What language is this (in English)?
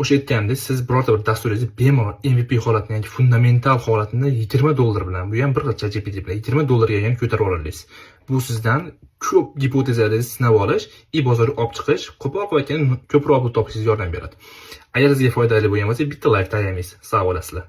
Uzbek